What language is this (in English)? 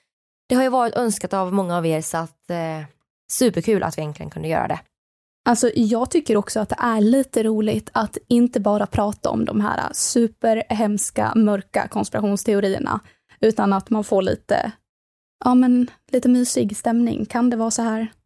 Swedish